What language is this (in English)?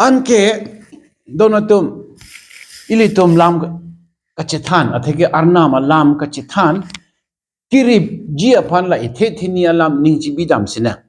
Karbi